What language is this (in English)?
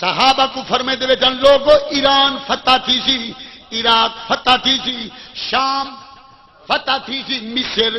Saraiki